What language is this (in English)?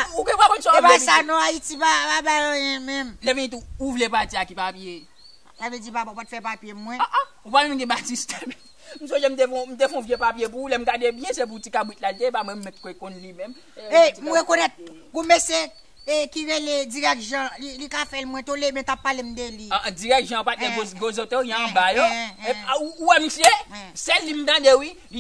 Haitian Creole